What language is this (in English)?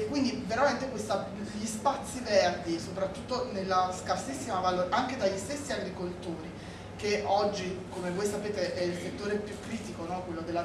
Italian